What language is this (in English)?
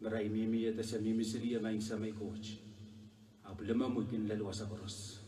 Pohnpeian